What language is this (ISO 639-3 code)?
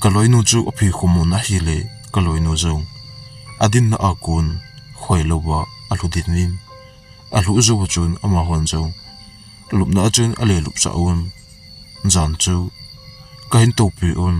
tcz